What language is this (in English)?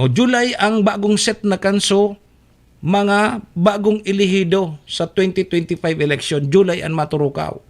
Bikol